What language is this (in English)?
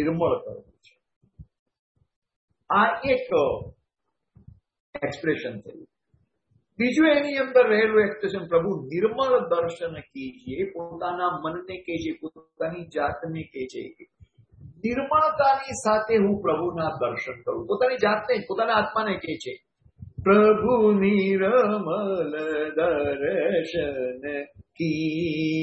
Gujarati